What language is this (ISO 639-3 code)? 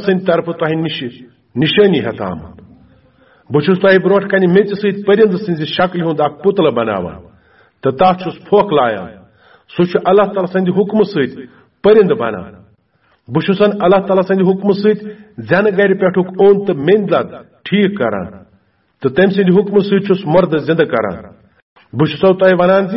kas